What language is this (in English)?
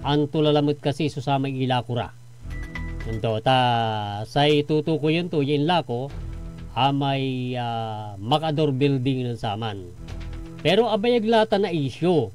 Pangasinan